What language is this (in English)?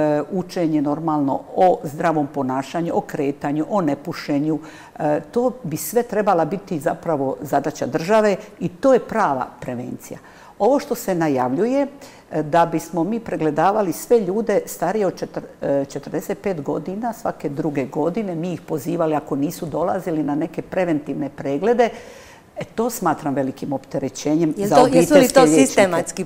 Croatian